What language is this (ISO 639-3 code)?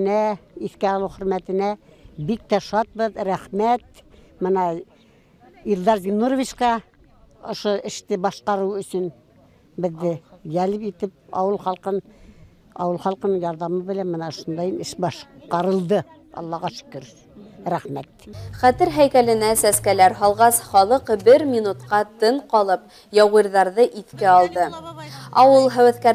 bak